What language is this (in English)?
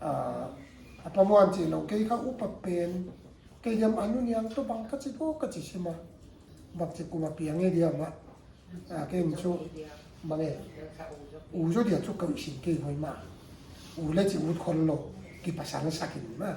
Paite Chin